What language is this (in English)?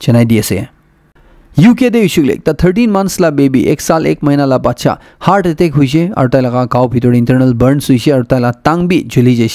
Naga Pidgin